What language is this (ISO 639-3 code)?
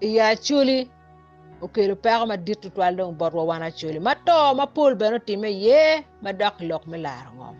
ach